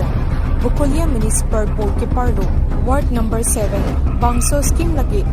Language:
Karbi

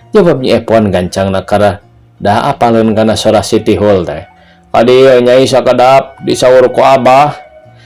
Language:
Sundanese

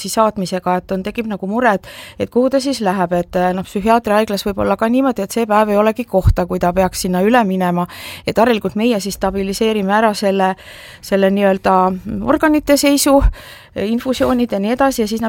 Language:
Estonian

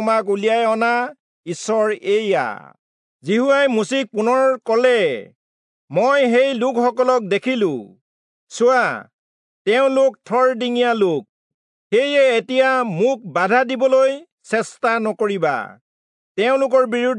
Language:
Assamese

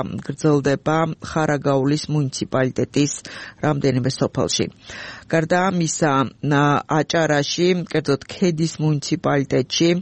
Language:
Georgian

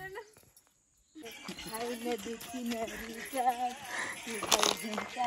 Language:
Marathi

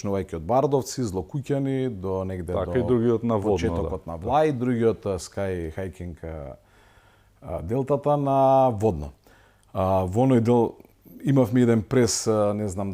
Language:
Macedonian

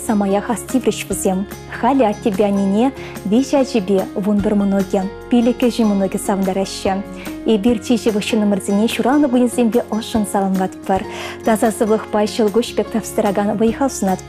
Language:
Chuvash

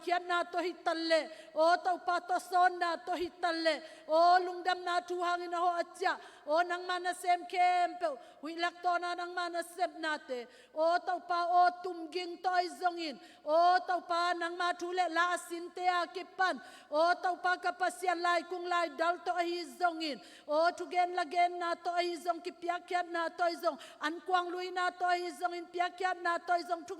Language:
Hakha Chin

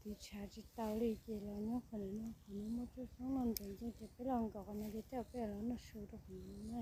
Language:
Hmong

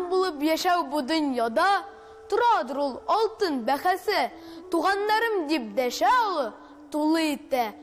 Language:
Tatar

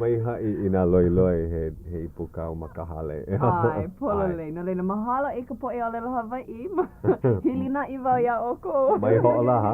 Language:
Hawaiian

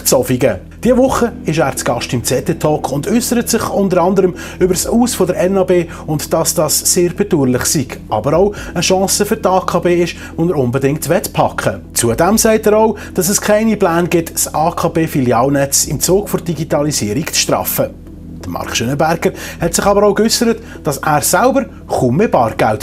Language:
Swiss German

